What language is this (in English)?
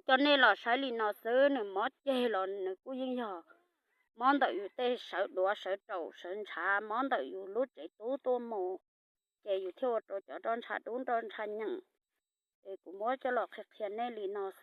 Hmong